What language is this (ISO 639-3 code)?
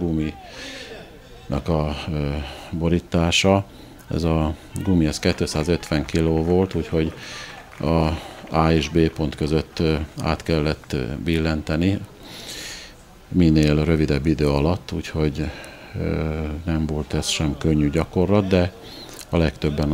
hun